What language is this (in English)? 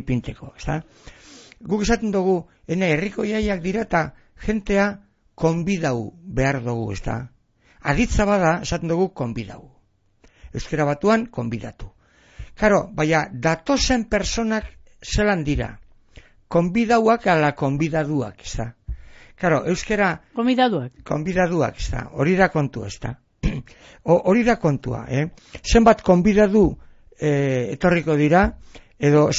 Basque